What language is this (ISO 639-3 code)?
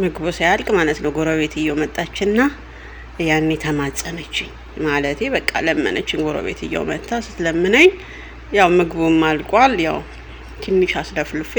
amh